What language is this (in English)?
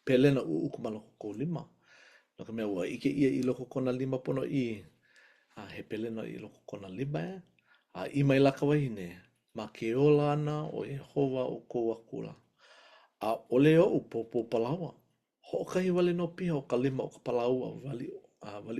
Hawaiian